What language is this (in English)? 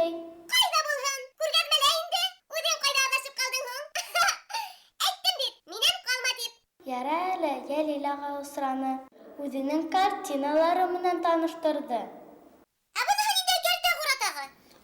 Bashkir